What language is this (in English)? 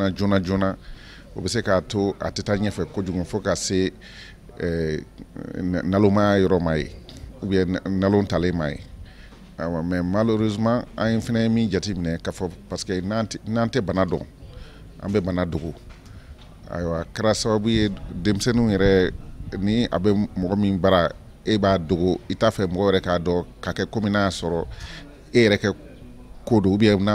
Bambara